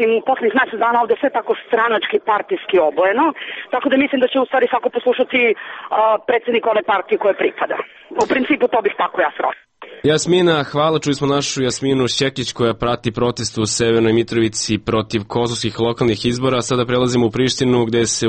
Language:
Serbian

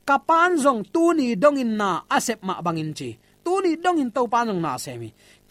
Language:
Tedim Chin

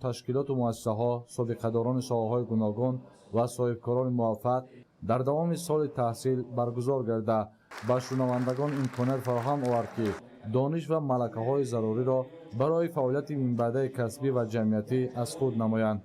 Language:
Tajik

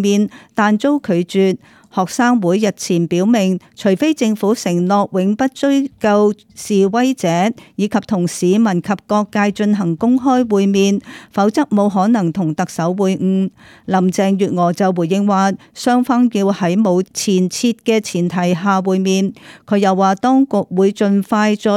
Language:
Cantonese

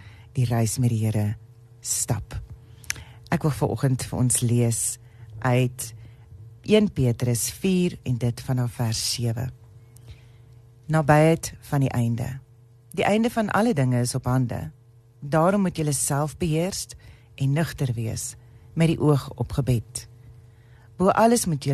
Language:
Afrikaans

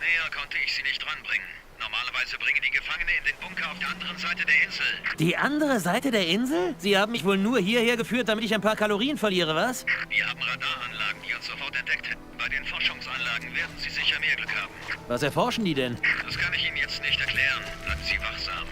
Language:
Bavarian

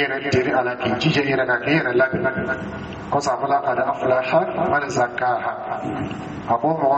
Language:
Dyula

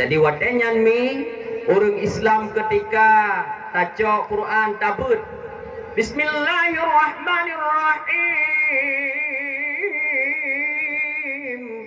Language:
Achinese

